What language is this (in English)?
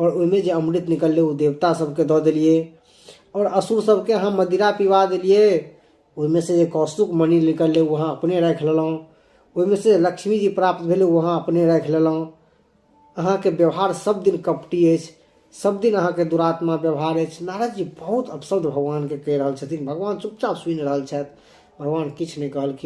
Maithili